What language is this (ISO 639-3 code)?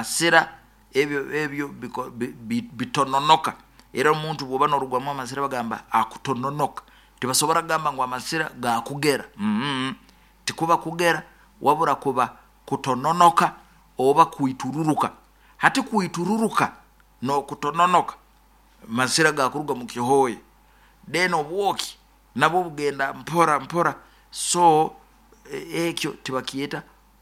nyo